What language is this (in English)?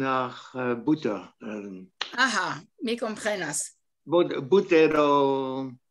Esperanto